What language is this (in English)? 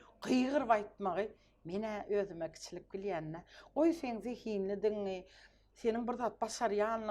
Turkmen